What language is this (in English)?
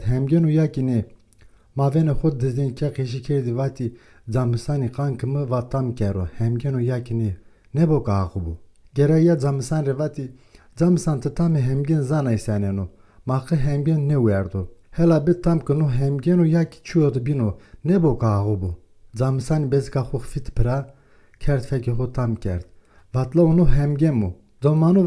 Zaza